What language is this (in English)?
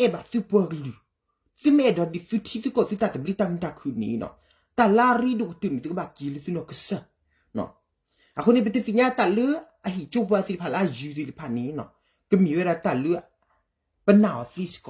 S'gaw Karen